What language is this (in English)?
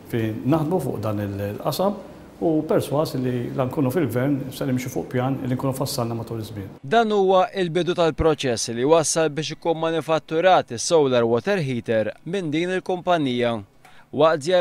Maltese